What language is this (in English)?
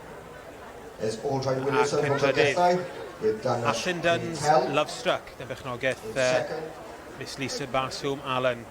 English